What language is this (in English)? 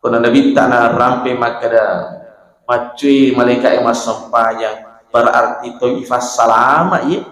Buginese